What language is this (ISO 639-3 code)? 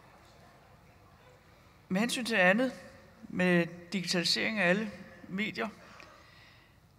dan